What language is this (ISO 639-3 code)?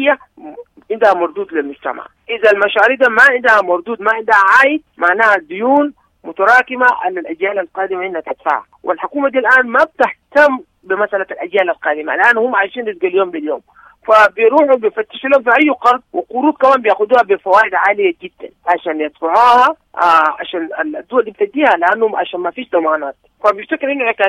apd